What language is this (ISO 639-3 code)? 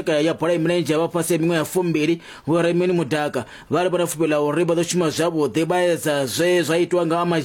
ven